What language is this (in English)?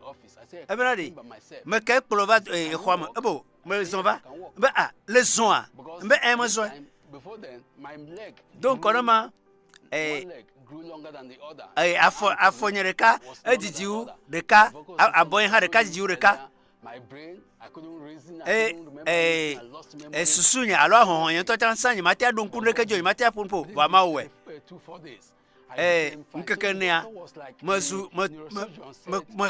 Ewe